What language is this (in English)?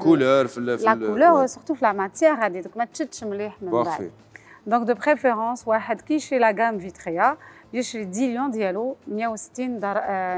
Algerian Arabic